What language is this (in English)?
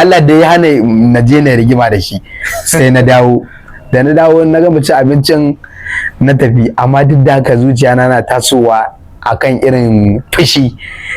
Hausa